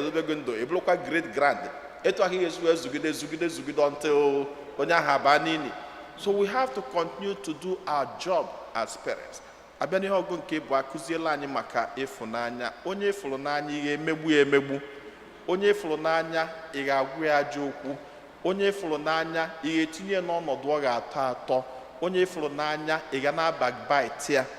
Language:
Igbo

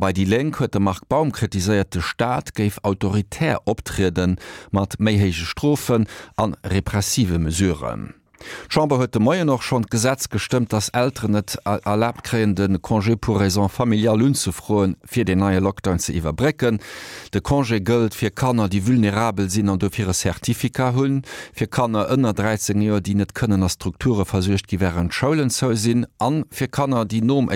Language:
Luxembourgish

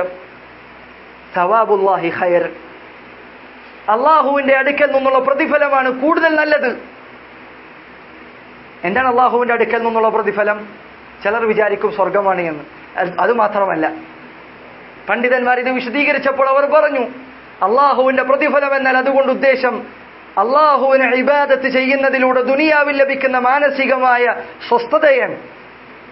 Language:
Malayalam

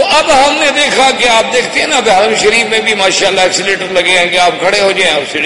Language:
Urdu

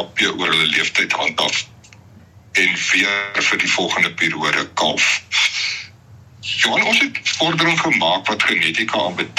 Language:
Afrikaans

